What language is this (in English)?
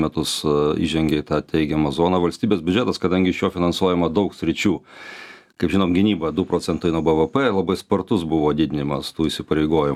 Lithuanian